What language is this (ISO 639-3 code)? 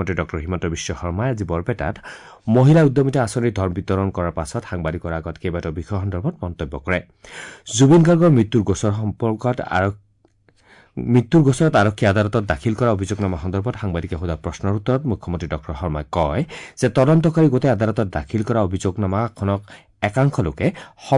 asm